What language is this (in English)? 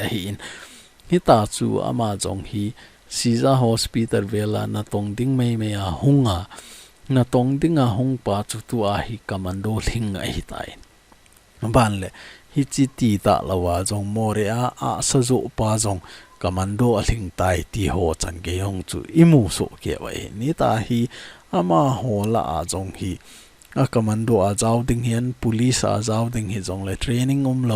Thado Chin